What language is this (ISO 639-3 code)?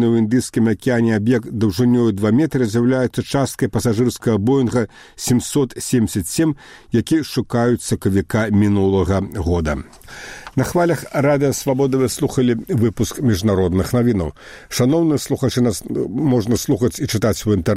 bel